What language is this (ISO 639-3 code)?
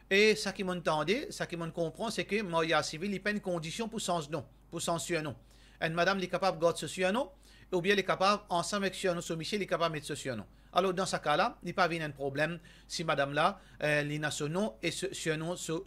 mfe